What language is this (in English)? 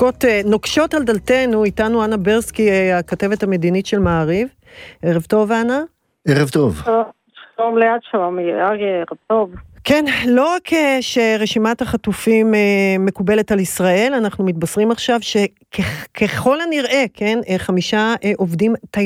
Hebrew